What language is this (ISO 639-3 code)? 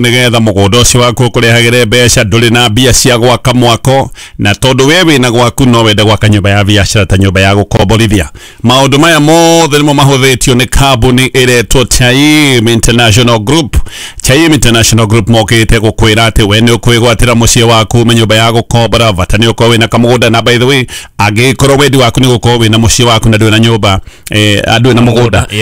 kik